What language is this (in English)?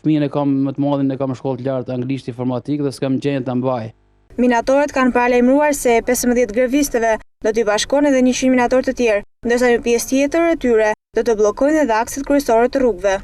Albanian